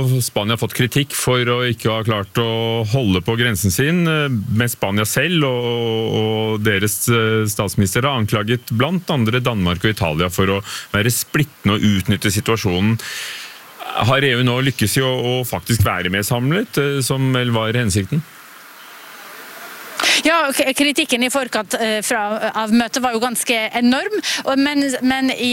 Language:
Norwegian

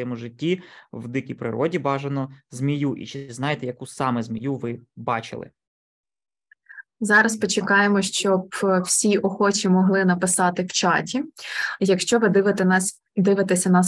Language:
Ukrainian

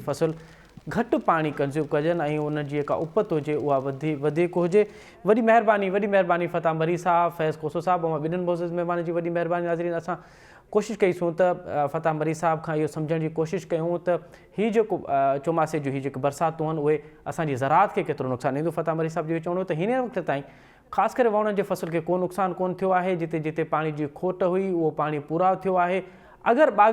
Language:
Sindhi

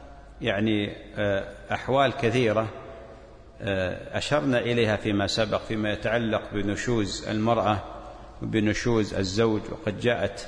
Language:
Arabic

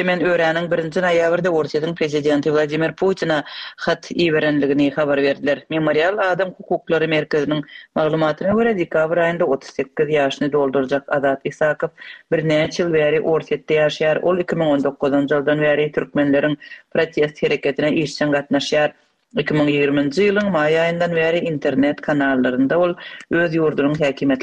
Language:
Turkmen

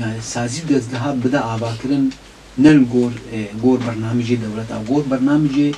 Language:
Kurdish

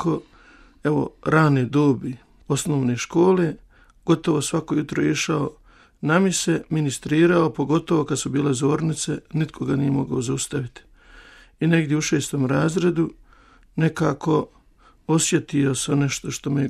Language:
Croatian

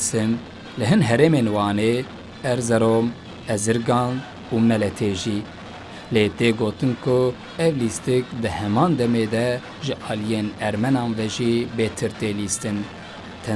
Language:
Kurdish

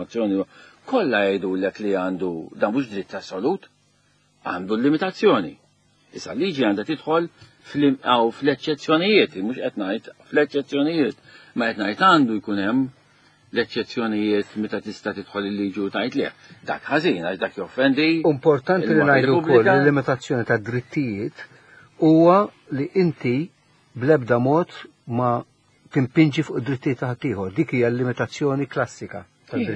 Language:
Maltese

